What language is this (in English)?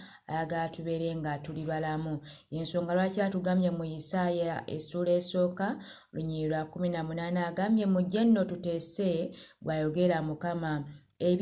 Ganda